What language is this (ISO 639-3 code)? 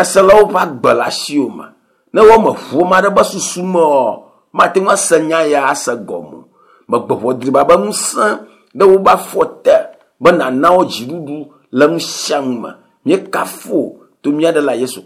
ewe